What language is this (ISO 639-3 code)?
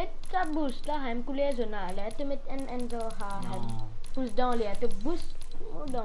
mfe